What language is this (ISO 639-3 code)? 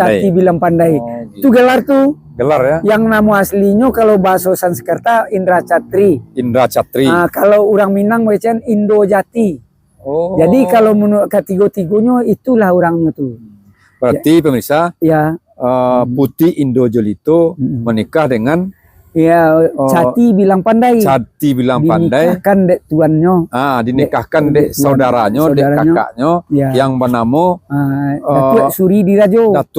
min